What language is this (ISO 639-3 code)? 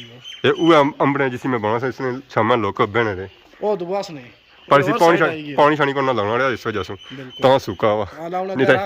phr